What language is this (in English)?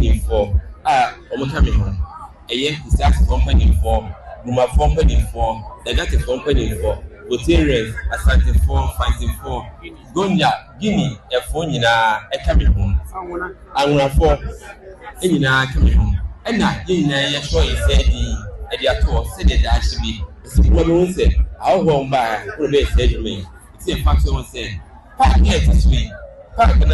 Akan